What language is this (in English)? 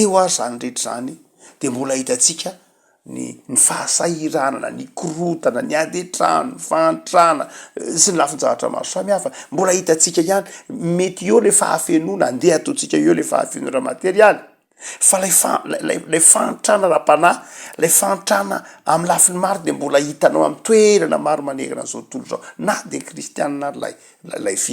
Malagasy